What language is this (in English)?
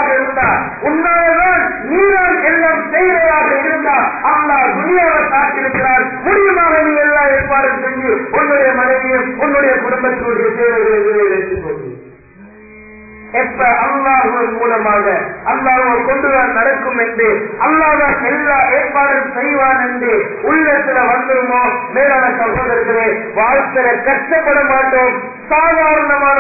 Tamil